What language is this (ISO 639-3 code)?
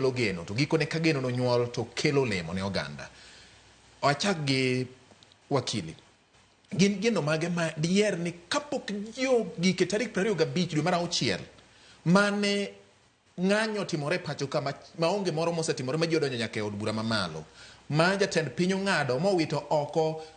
luo